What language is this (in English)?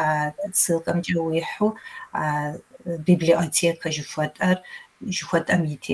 Kabardian